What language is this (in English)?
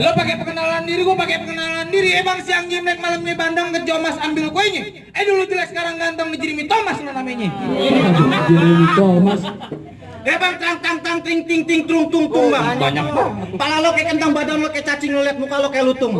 Betawi